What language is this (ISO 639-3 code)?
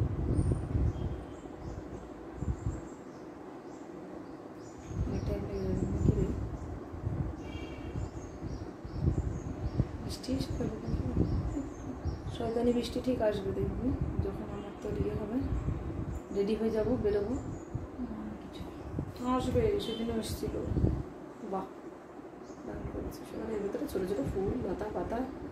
ben